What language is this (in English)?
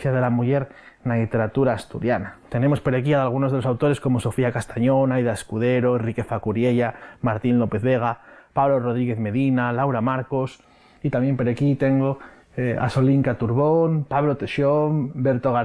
Asturian